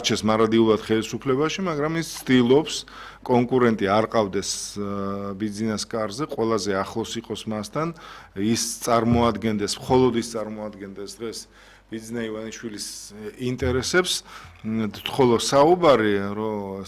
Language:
Georgian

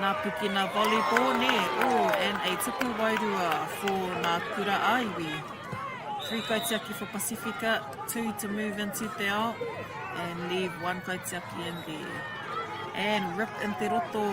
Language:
Māori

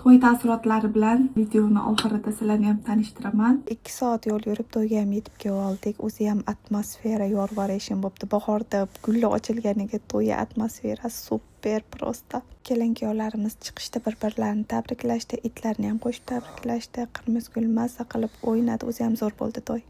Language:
Uzbek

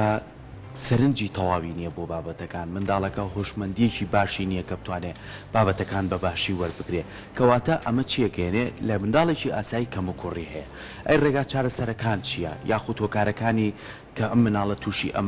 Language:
Central Kurdish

